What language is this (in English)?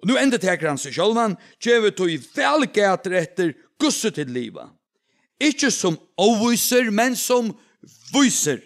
Faroese